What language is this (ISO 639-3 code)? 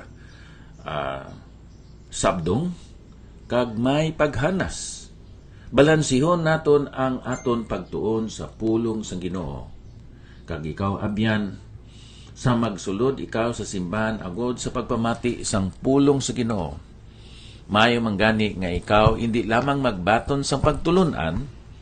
hil